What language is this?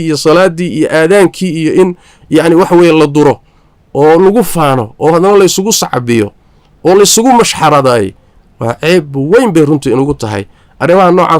Somali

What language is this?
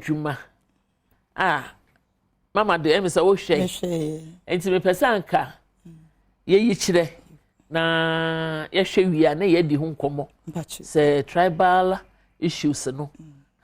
Akan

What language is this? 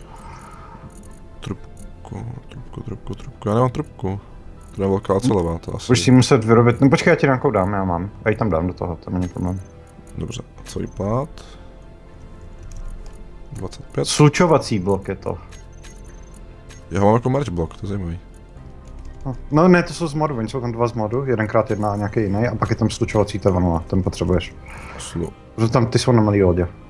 Czech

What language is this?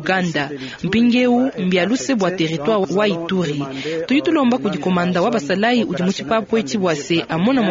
Luba-Lulua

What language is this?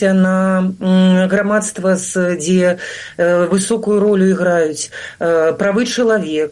Belarusian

